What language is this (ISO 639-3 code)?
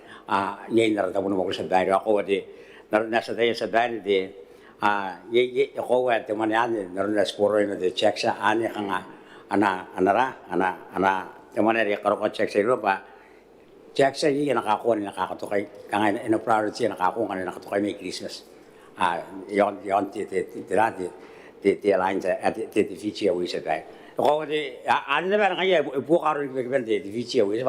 gil